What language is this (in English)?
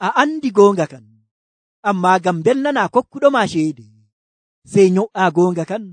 Nigerian Fulfulde